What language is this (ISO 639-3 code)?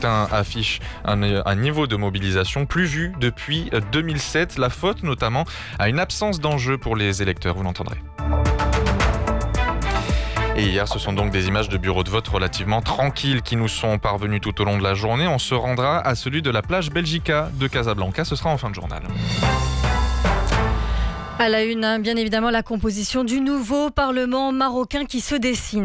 fra